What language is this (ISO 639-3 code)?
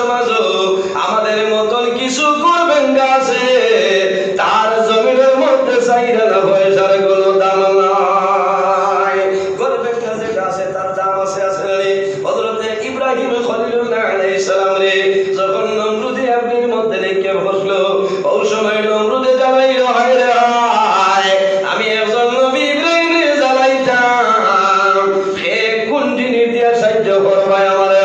syl